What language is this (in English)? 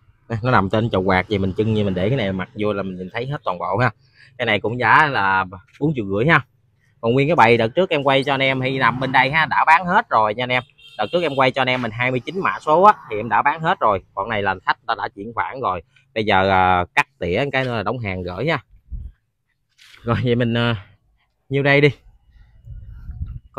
Vietnamese